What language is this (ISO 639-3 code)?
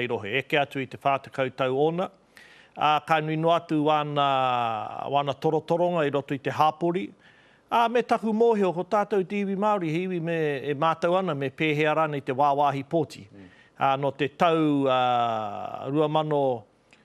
mri